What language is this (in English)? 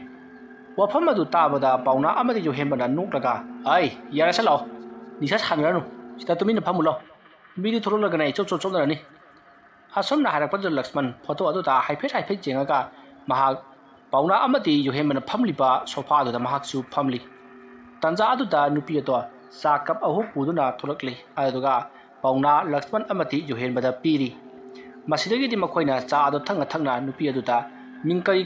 Manipuri